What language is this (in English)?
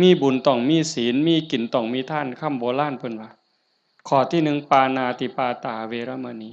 Northeastern Thai